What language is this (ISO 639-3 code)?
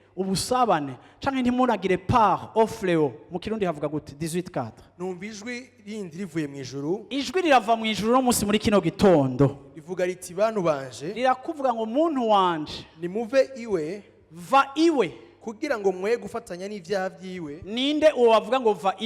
run